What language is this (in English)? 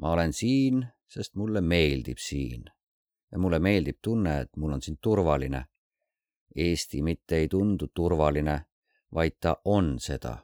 Estonian